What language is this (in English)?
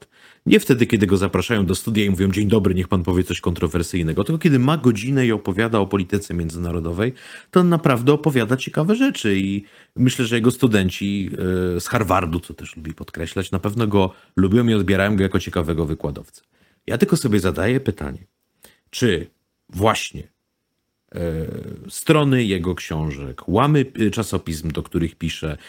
Polish